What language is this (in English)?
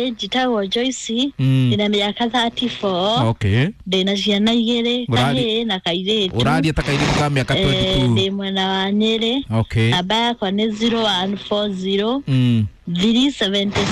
Kikuyu